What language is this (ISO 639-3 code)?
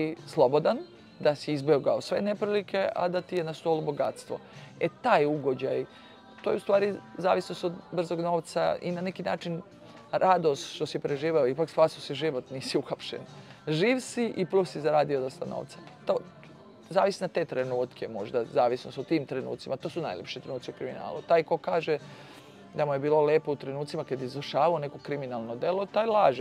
srp